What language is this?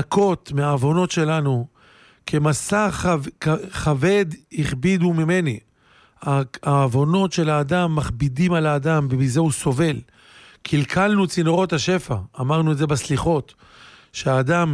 Hebrew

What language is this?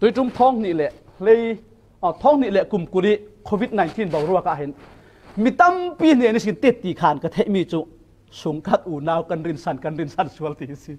Falam Chin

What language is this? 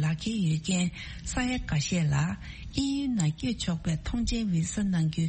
Tibetan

